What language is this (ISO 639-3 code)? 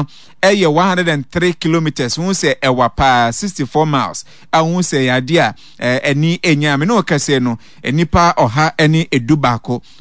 aka